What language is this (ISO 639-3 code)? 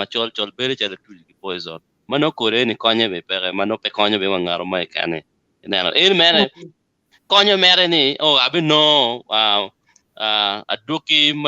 ach